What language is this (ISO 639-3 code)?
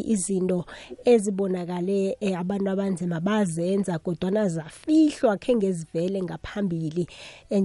nbl